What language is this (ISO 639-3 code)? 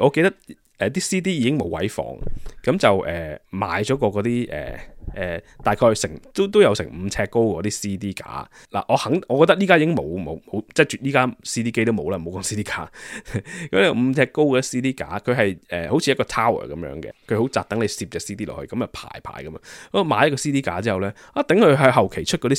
yue